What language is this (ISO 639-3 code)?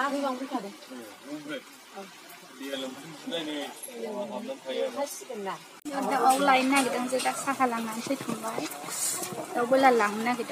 brx